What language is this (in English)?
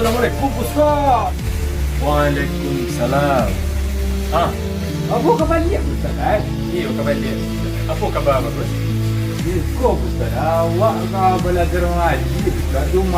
Minangkabau